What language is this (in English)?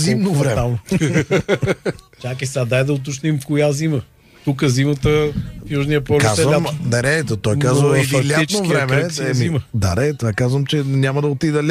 Bulgarian